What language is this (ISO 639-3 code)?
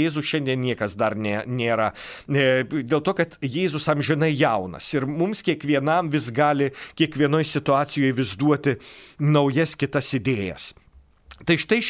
lit